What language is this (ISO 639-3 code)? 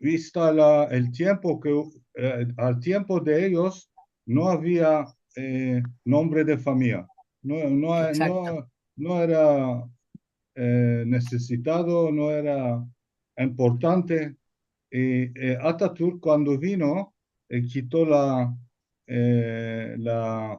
lad